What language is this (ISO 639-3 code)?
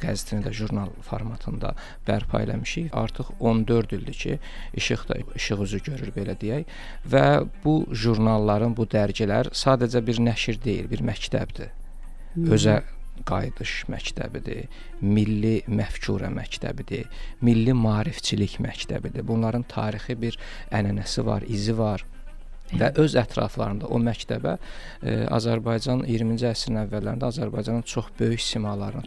aze